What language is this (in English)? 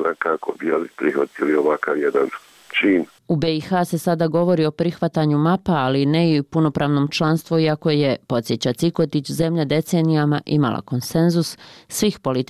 Bosnian